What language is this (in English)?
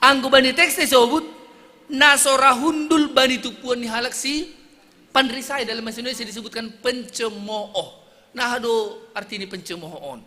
Batak Simalungun